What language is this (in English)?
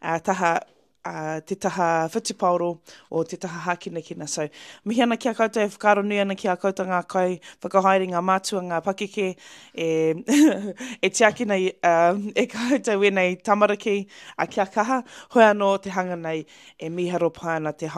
Māori